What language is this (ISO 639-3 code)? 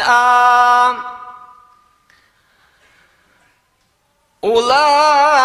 bos